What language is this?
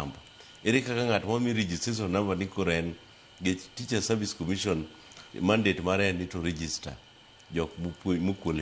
Luo (Kenya and Tanzania)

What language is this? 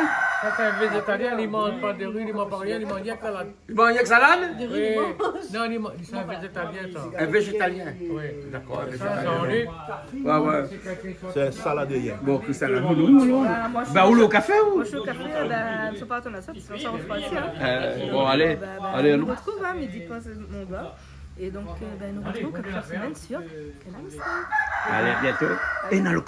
Réunion Creole French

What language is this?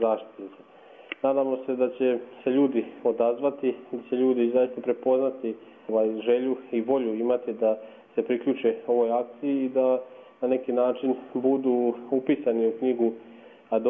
Croatian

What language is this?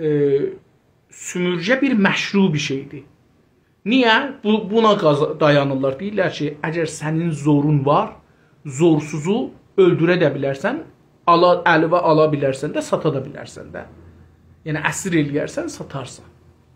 South Azerbaijani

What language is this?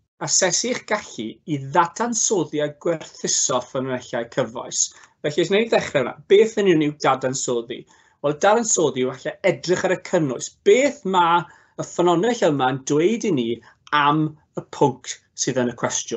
Welsh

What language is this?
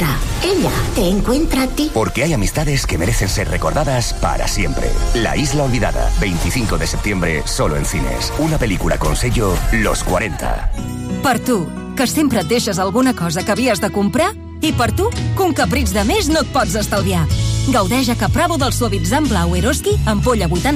Catalan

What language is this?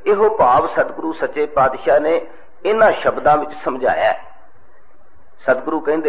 Punjabi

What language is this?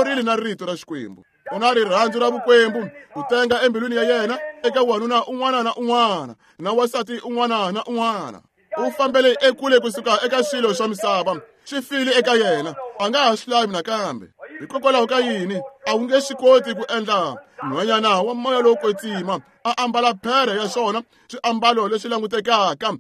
Tsonga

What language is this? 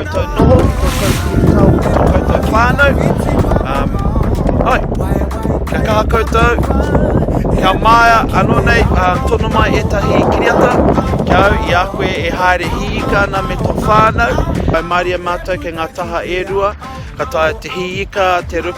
Māori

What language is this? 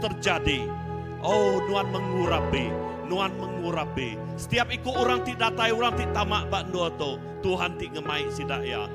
Iban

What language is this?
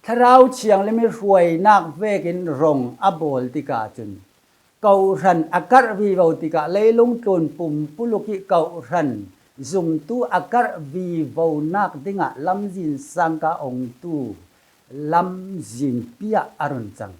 Falam Chin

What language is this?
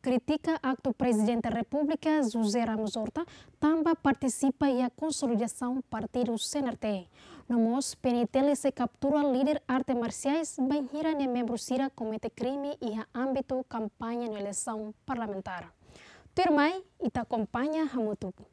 Tetum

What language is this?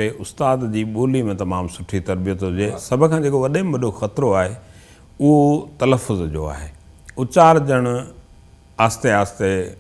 Sindhi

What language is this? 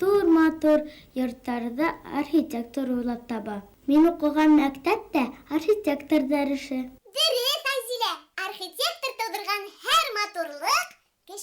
Bashkir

